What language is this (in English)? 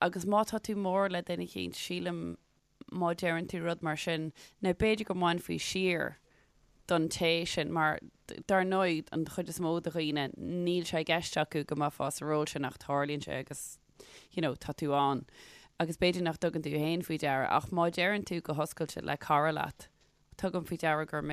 Irish